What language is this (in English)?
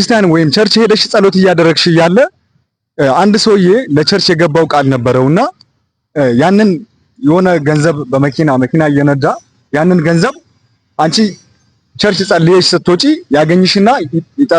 Amharic